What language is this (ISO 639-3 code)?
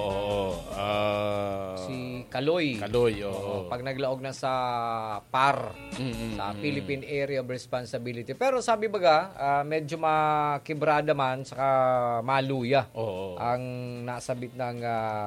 bik